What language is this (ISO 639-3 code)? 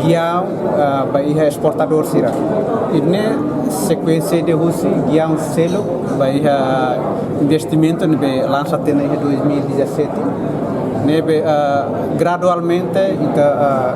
tet